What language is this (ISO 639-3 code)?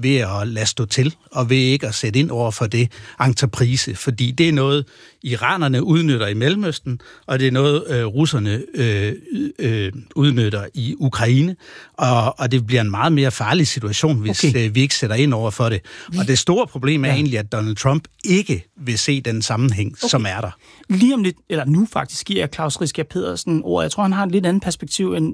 dan